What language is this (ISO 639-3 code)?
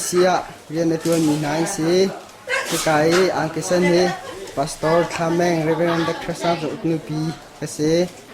cnh